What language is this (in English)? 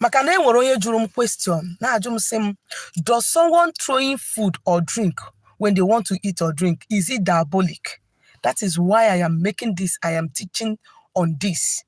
Igbo